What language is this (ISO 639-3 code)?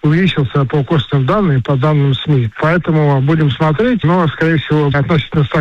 rus